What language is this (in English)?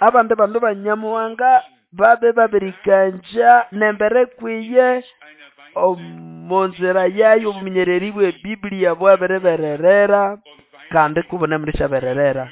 Nande